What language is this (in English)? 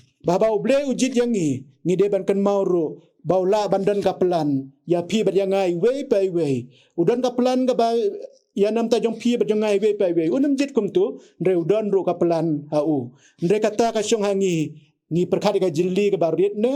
Khasi